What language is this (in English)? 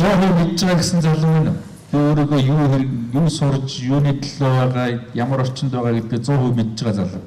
Mongolian